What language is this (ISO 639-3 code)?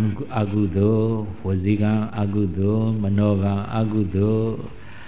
mya